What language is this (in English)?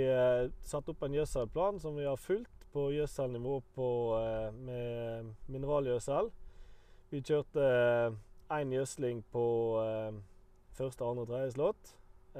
Norwegian